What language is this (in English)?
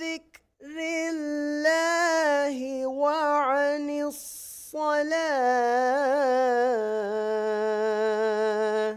Divehi